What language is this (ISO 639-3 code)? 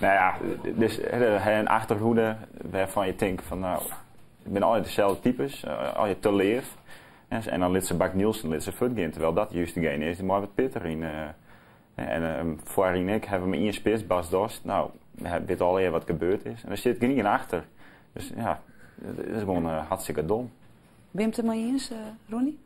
fry